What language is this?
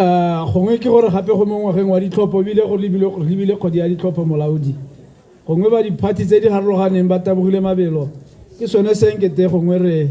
Tswana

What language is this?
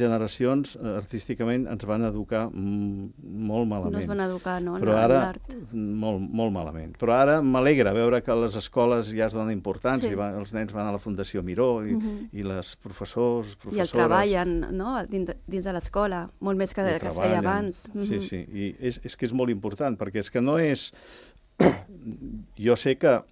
Catalan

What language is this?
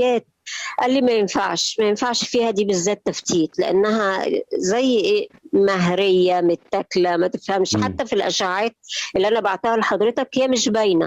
Egyptian Arabic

